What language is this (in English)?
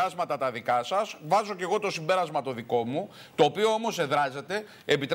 Greek